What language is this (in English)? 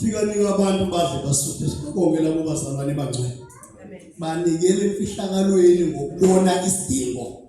Zulu